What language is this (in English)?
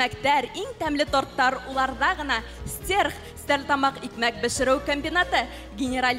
Bashkir